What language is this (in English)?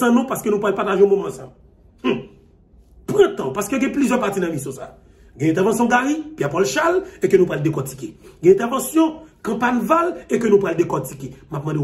Haitian Creole